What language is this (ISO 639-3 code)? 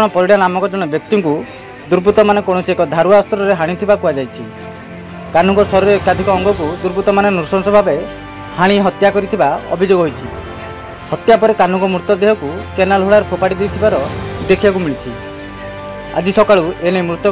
ori